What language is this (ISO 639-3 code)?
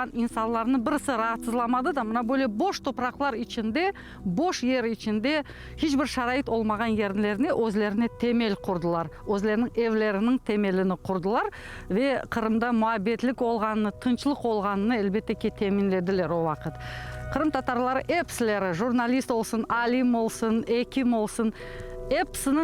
crh